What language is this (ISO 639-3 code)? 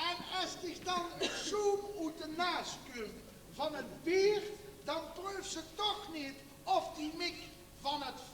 lim